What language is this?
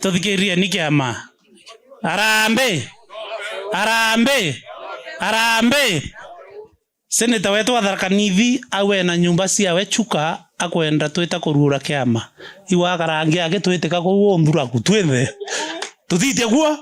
Meru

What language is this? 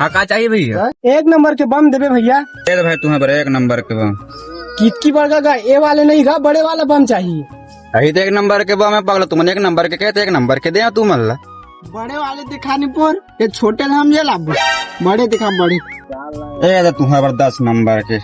Chhattisgarhi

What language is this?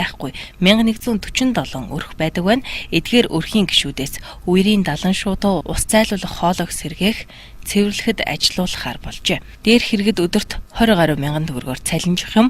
Mongolian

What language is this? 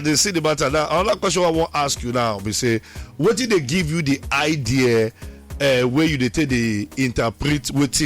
Nigerian Pidgin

